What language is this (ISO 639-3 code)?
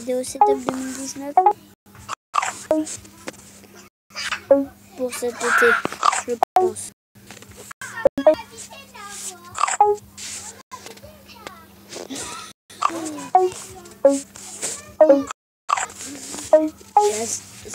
fra